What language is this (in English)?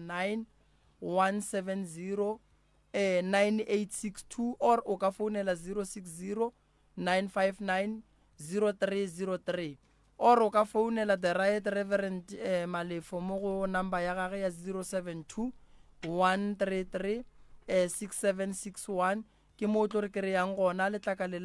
Northern Sotho